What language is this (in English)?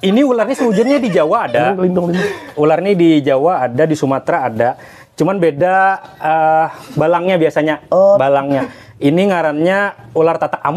Banjar